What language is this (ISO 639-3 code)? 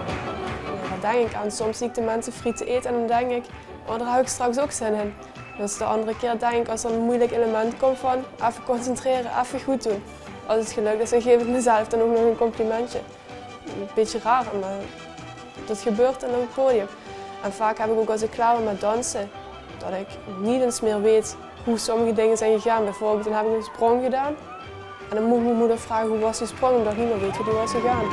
lim